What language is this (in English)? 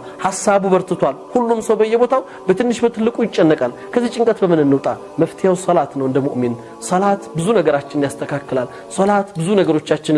Amharic